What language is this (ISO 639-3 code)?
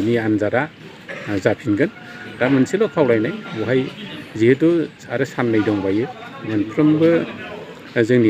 brx